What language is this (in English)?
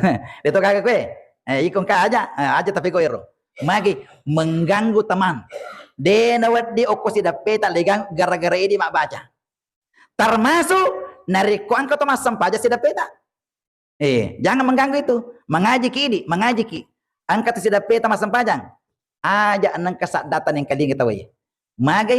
Buginese